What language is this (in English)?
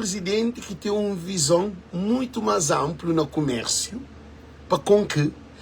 Kabuverdianu